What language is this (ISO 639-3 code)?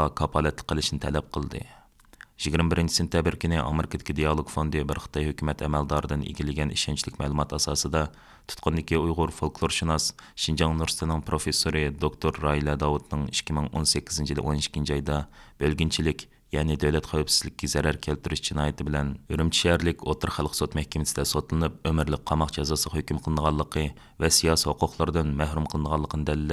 uig